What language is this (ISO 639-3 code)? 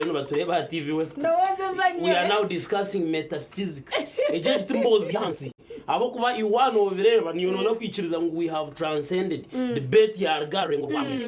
nyn